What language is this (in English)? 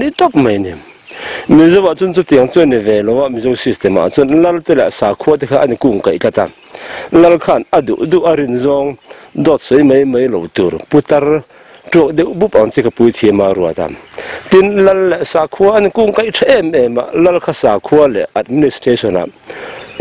Mizo